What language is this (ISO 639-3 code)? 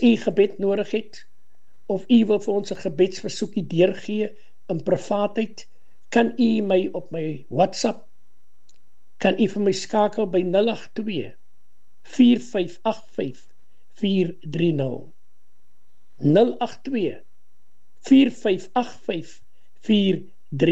afr